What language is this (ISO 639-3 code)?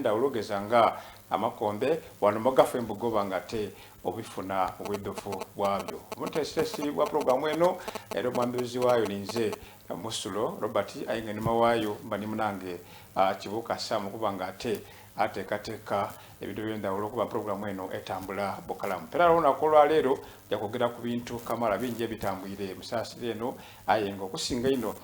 xog